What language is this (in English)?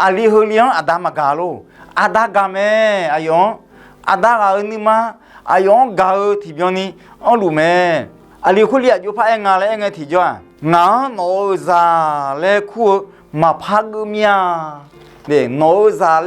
Akha